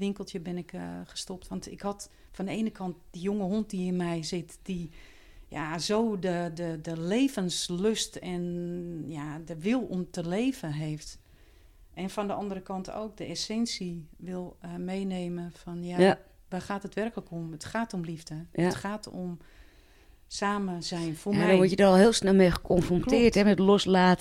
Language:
Dutch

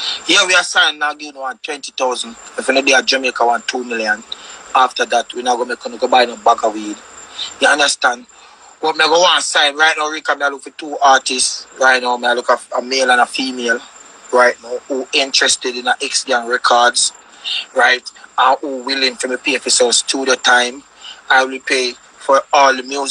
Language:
Jamaican Creole English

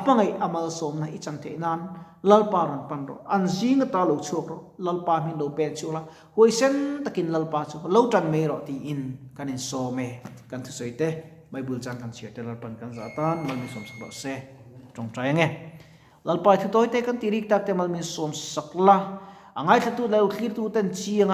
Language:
Mizo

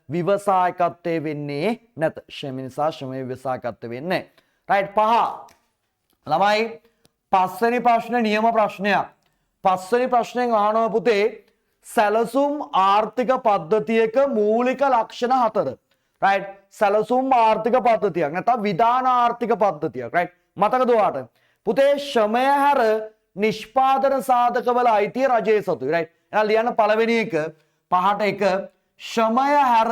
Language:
Sinhala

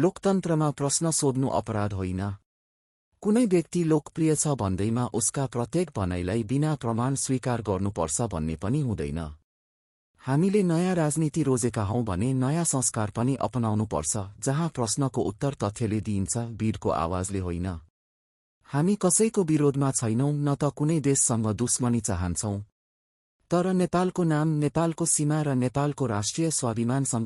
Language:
Nepali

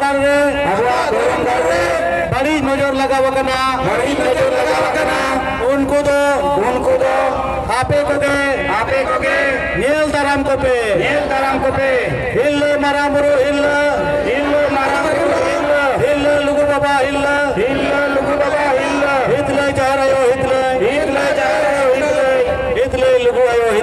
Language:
Santali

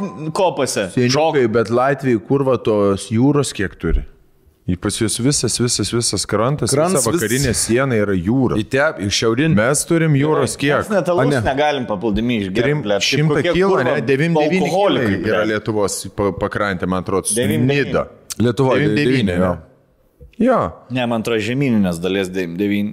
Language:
Lithuanian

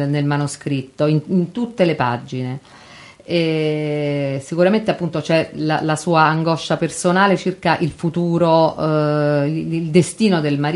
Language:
Italian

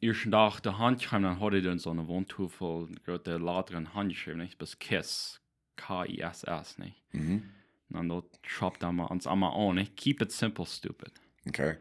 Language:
Plautdietsch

